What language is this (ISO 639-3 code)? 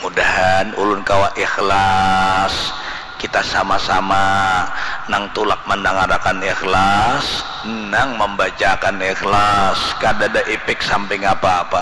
bjn